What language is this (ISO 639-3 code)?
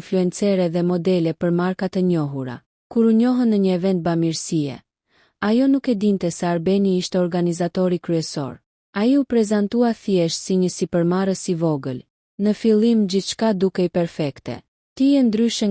sqi